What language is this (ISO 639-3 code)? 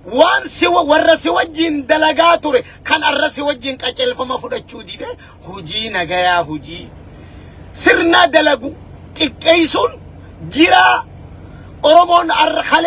orm